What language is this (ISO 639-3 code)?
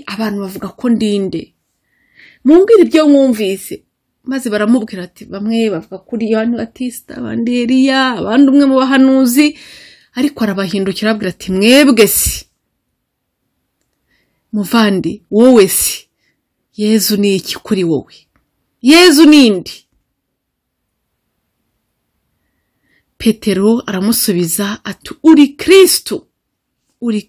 kin